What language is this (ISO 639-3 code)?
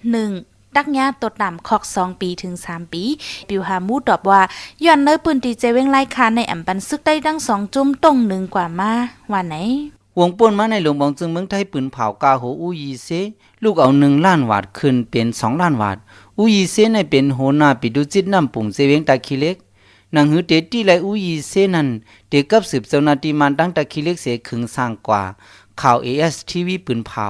shn